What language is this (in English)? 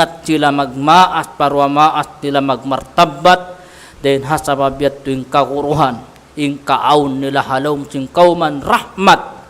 Tausug